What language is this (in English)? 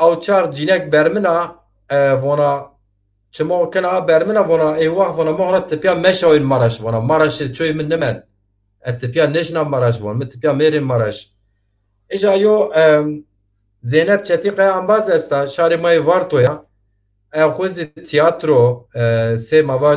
Zaza